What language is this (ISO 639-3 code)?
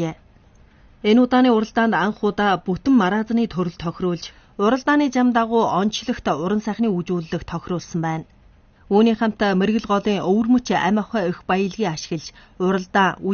mon